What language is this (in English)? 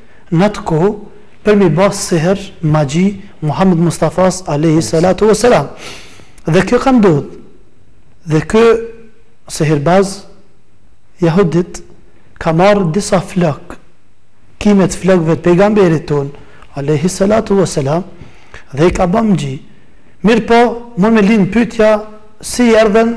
Albanian